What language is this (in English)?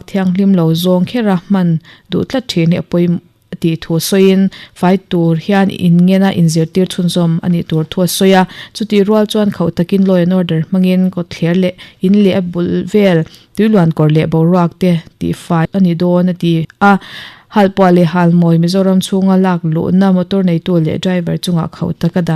Mizo